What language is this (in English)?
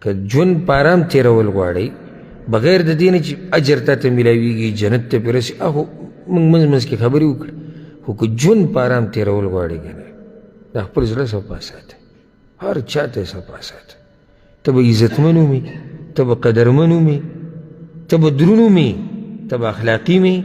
Pashto